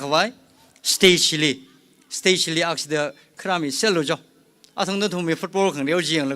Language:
Tangkhul Naga (India)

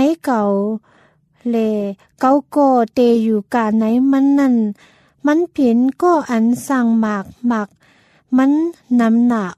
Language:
Thai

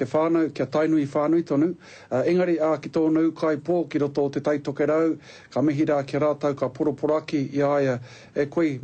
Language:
Māori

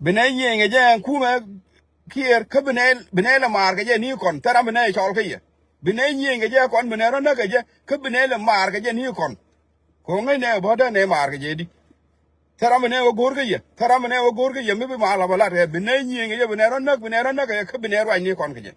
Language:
Nuer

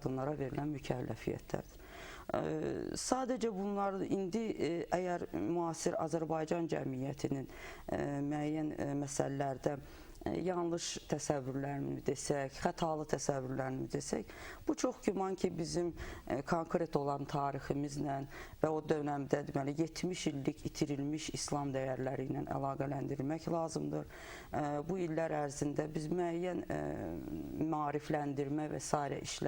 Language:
Azerbaijani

